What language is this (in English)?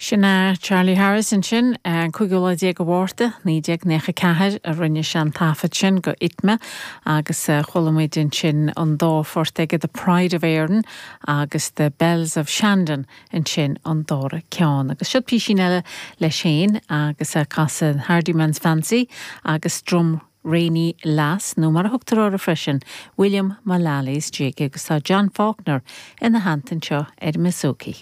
Irish